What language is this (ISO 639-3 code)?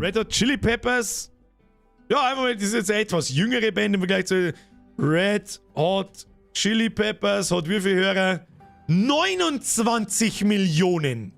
bar